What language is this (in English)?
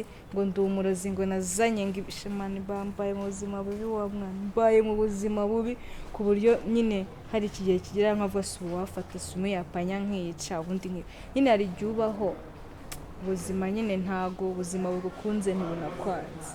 Kinyarwanda